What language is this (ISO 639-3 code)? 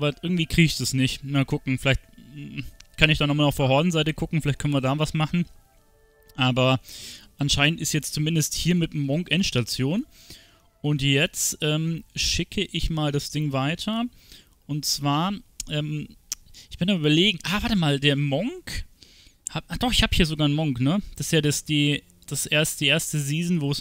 deu